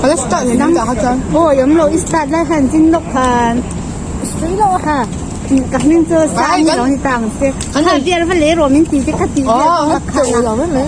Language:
Mizo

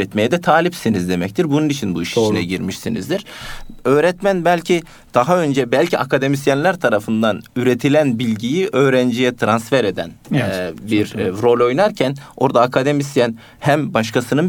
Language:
Turkish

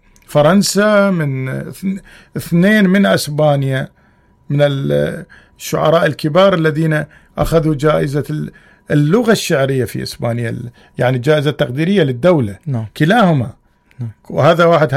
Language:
Mesopotamian Arabic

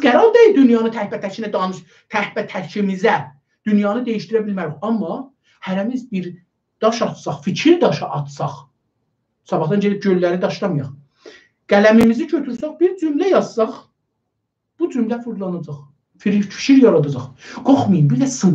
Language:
South Azerbaijani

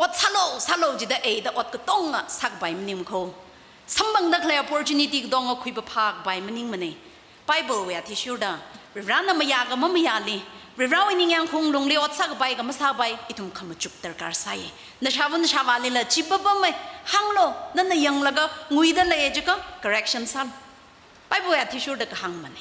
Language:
Tangkhul Naga (India)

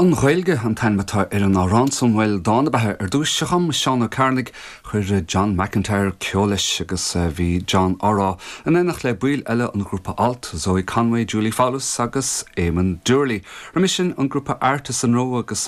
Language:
Irish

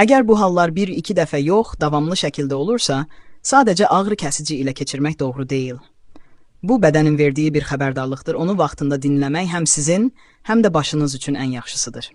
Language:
Azerbaijani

